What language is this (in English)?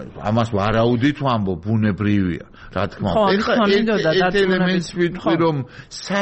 Georgian